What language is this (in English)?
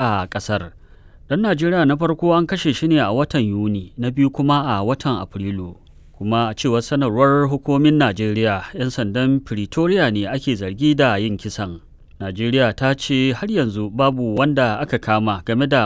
Hausa